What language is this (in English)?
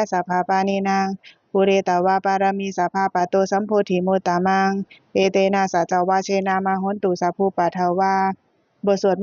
Pali